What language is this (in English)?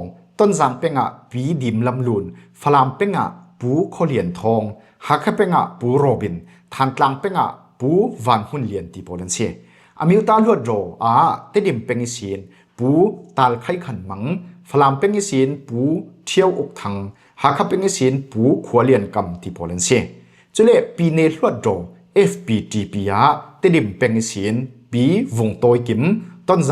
Falam Chin